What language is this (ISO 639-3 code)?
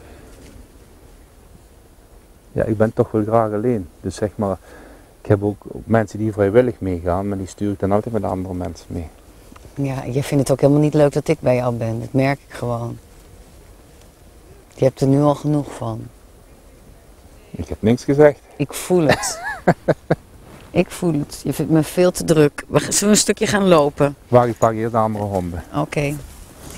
nld